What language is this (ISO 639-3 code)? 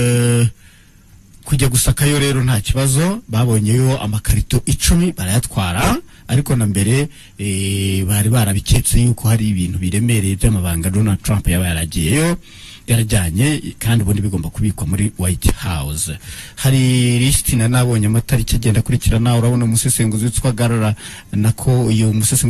kin